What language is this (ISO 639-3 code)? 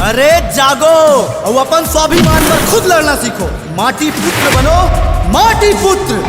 hne